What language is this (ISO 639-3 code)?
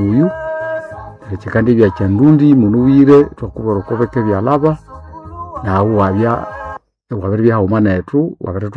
nnb